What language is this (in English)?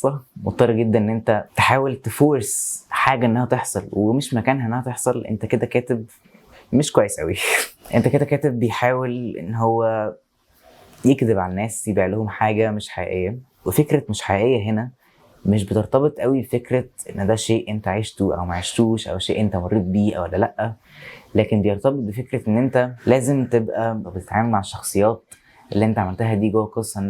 Egyptian Arabic